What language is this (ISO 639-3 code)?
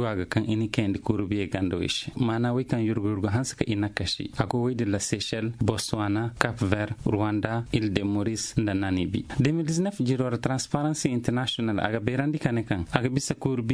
dje